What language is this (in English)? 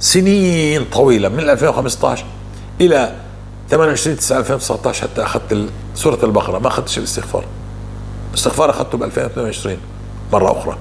North Levantine Arabic